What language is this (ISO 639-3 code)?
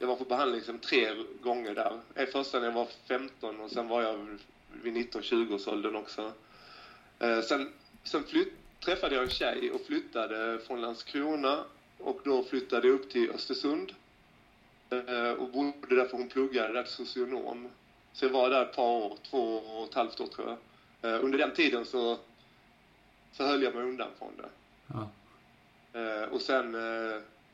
swe